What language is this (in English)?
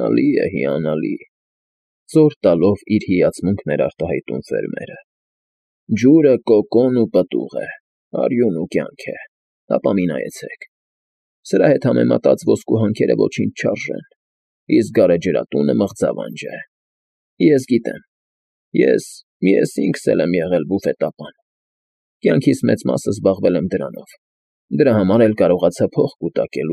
Armenian